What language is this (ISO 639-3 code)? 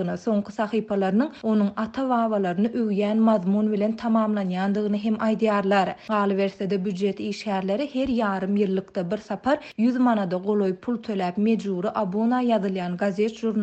tuk